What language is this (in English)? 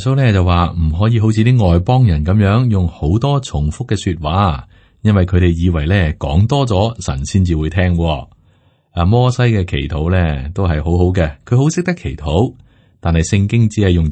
Cantonese